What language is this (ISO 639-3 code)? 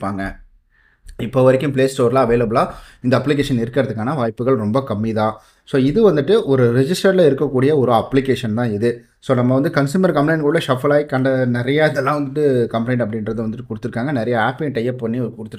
tam